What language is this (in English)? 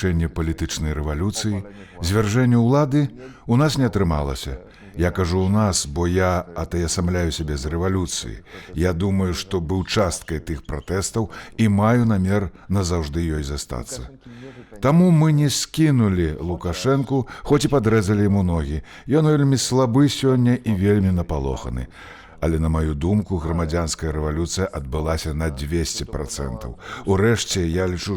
Belarusian